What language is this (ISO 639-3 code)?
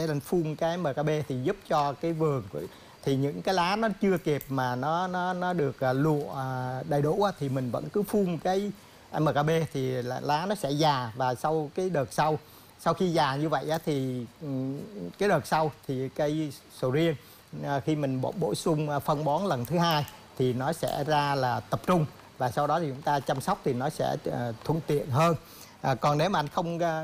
vie